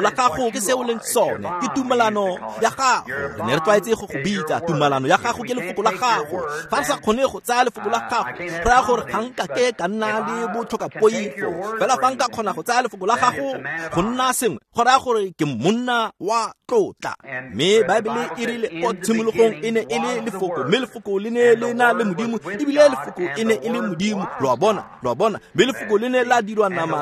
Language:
Tswana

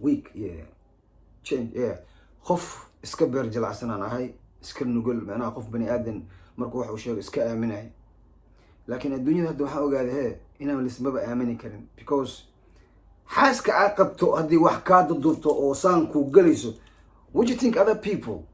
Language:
Somali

